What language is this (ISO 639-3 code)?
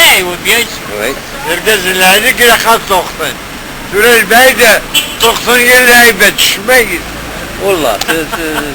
kab